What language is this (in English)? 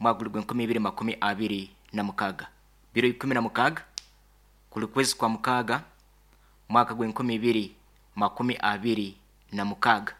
Nyankole